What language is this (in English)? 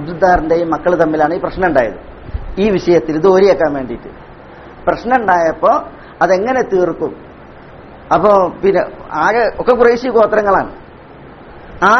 Malayalam